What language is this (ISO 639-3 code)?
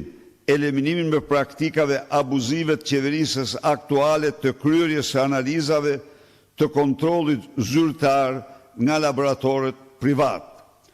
sqi